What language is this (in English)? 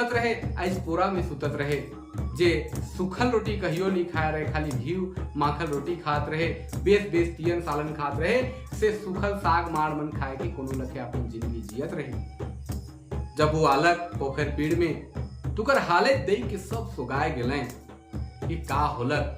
Sadri